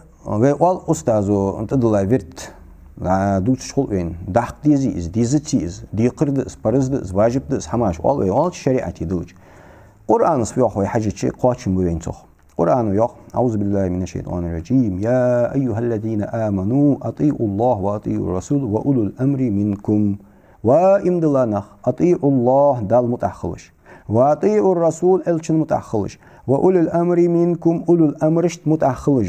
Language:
Ingush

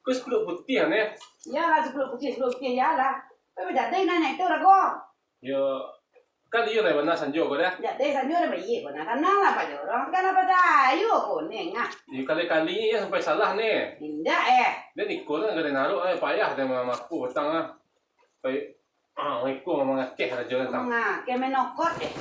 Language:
Minangkabau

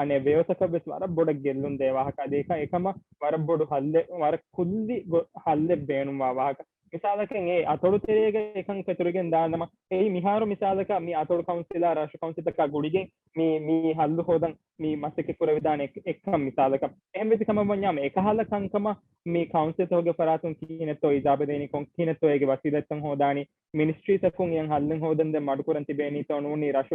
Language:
Divehi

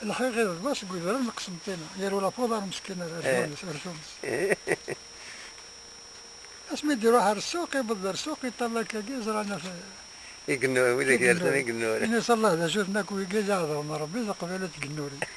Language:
Kabyle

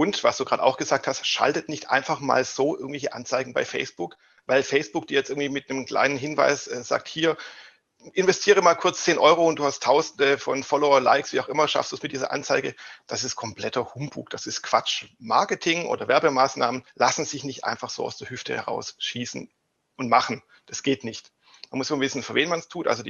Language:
German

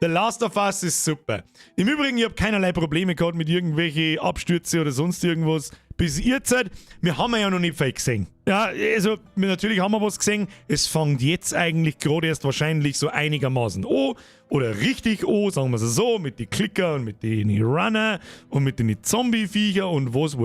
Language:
Bavarian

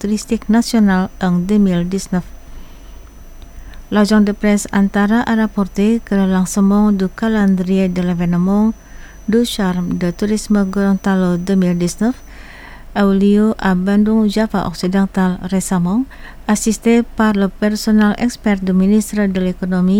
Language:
French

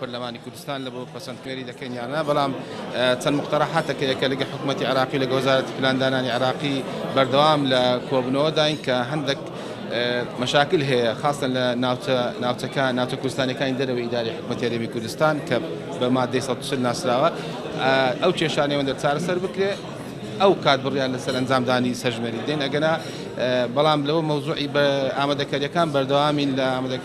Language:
Central Kurdish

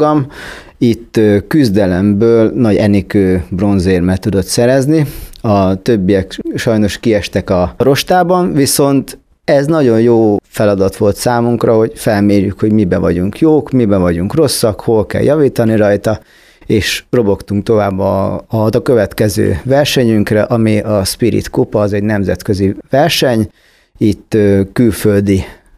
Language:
Hungarian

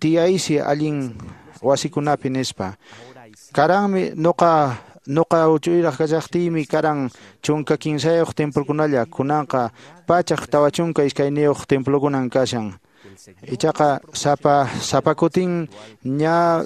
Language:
Quechua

